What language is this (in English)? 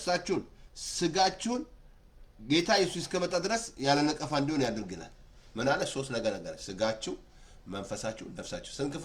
Amharic